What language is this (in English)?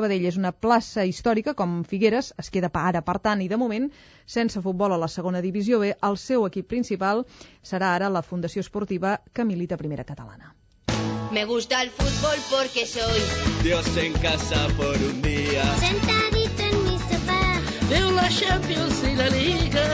Catalan